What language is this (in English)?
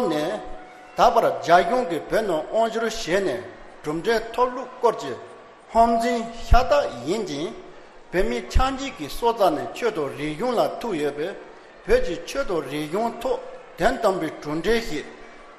Tibetan